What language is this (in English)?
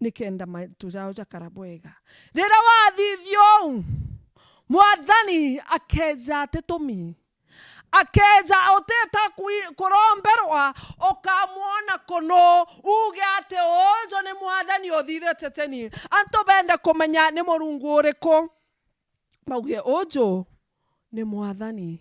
Meru